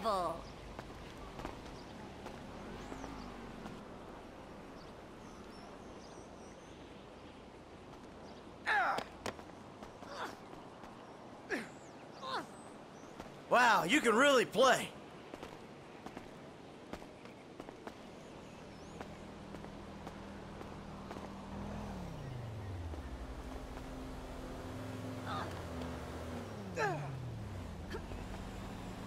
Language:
English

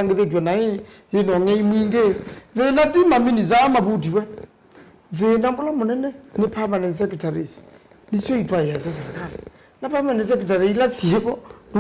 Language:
Kamba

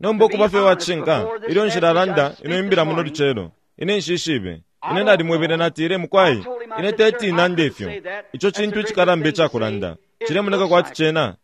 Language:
Bemba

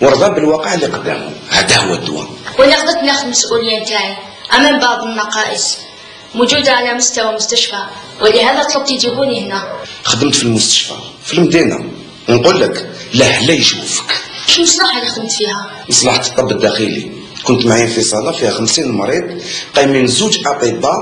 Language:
Algerian Arabic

